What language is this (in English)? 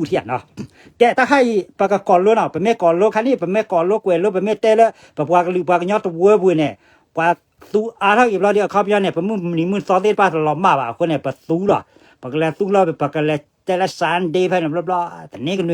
S'gaw Karen